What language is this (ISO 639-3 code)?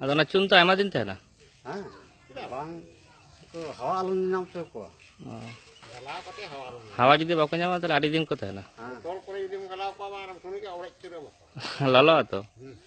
sat